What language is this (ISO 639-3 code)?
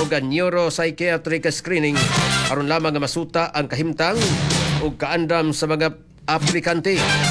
ceb